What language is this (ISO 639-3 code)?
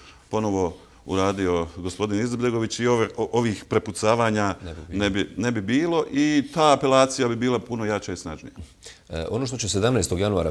bos